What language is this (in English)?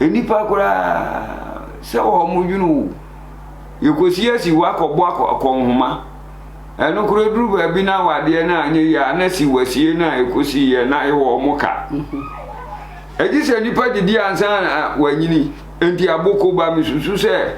Akan